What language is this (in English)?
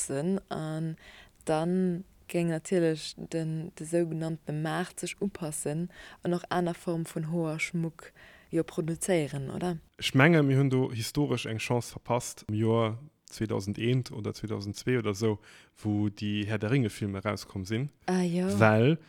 Luxembourgish